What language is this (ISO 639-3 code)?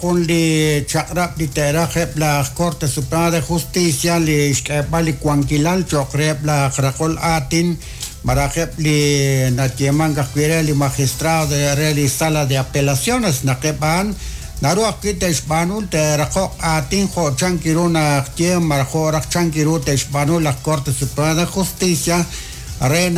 kek